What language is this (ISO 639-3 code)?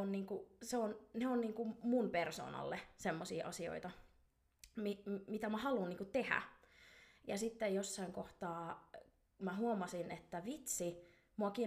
fin